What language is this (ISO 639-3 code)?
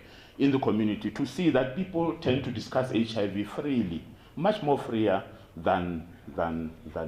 tsn